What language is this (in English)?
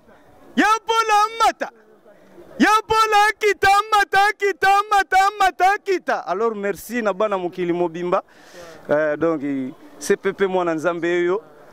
Lingala